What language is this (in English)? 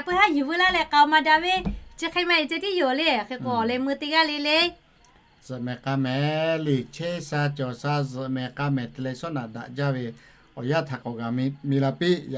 Lahu